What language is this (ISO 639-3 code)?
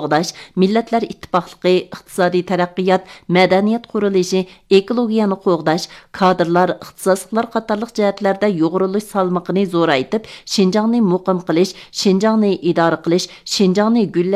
uig